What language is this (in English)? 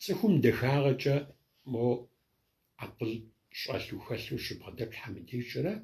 Kabardian